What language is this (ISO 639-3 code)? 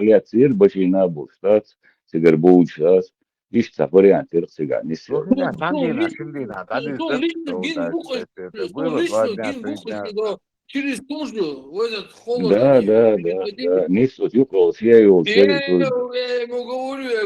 che